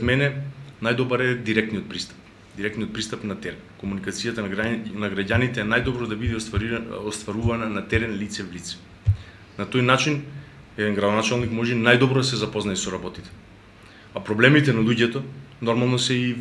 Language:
Macedonian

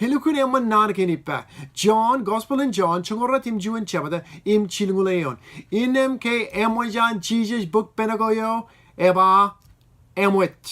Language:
Marshallese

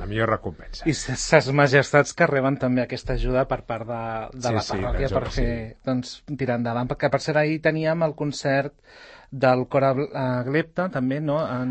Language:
Catalan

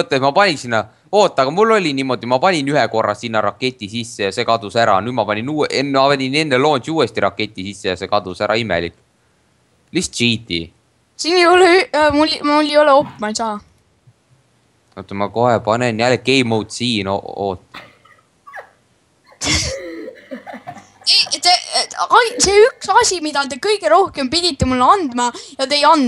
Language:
Estonian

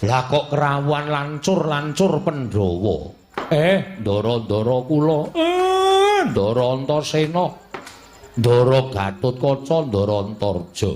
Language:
Javanese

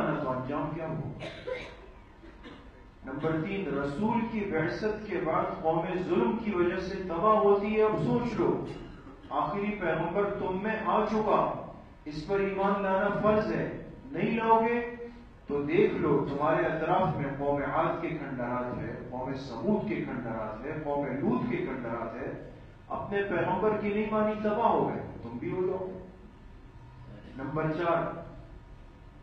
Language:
Urdu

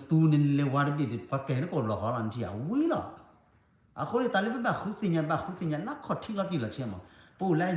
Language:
S'gaw Karen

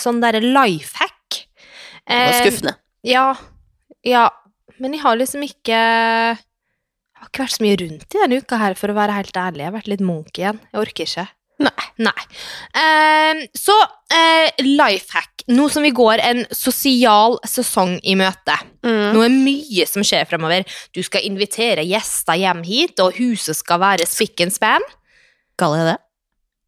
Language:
Norwegian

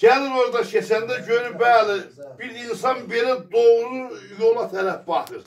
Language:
South Azerbaijani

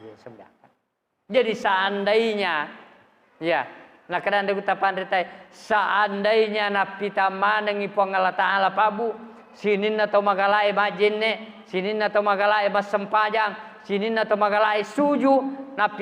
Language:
Buginese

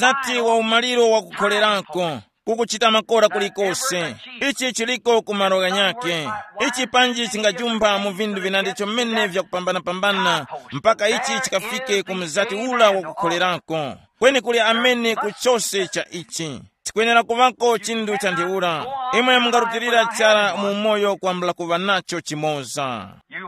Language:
Tumbuka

